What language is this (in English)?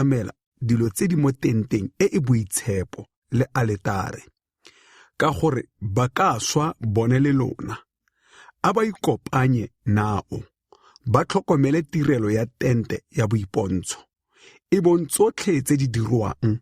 Tswana